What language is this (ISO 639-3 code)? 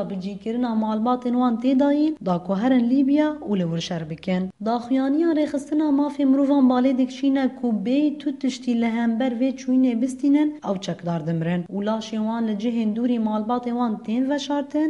kur